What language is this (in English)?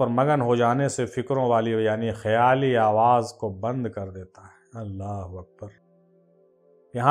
Urdu